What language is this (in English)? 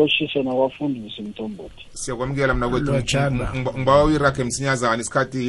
South Ndebele